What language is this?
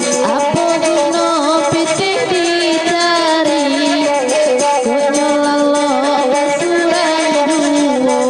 Minangkabau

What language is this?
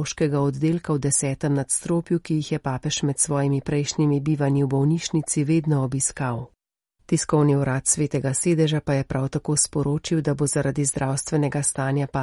Slovenian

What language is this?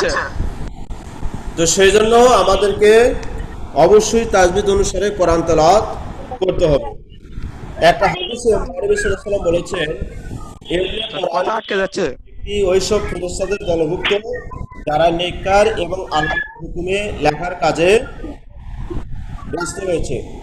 Bangla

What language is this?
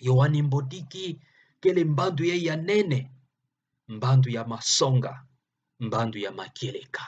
Kituba (Democratic Republic of Congo)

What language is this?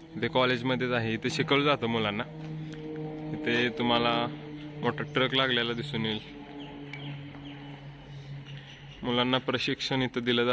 Marathi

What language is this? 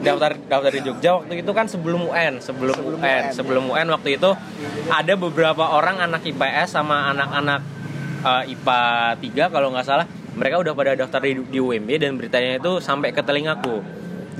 Indonesian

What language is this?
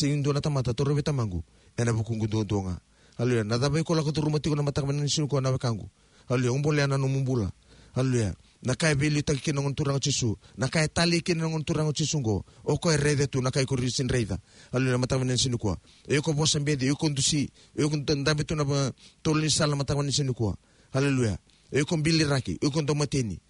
Fijian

